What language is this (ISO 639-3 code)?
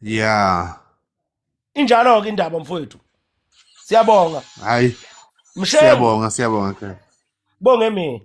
zul